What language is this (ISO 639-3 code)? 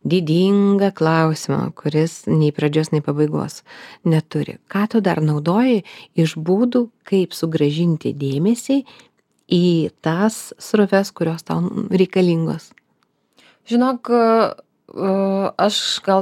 lit